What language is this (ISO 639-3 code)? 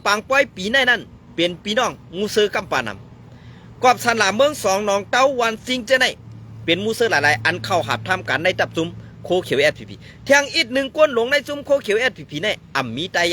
shn